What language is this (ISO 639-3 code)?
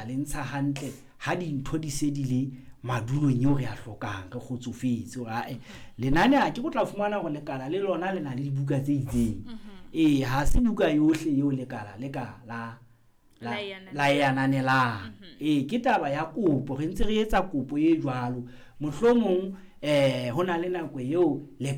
sot